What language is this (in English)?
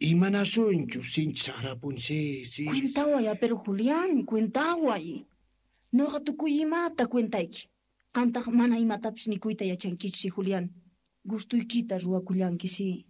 South Bolivian Quechua